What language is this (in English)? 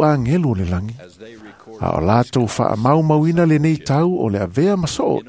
Samoan